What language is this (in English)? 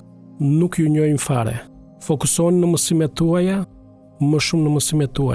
Albanian